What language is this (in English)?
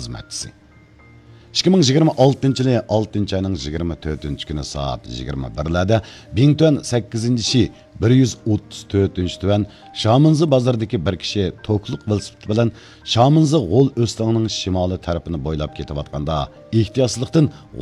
Uyghur